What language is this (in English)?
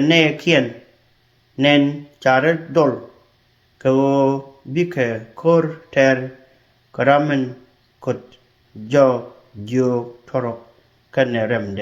Nuer